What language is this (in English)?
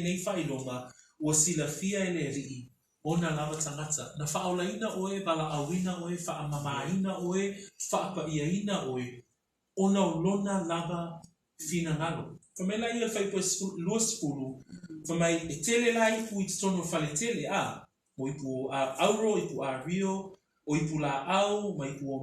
Samoan